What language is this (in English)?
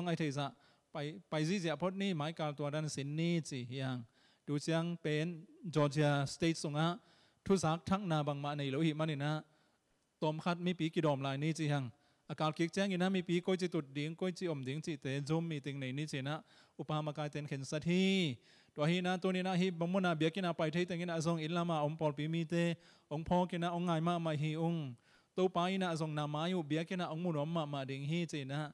Tedim Chin